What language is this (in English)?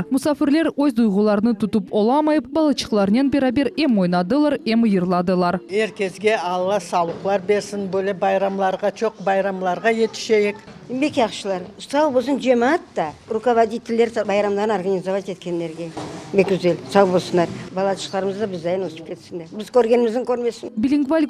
Crimean Tatar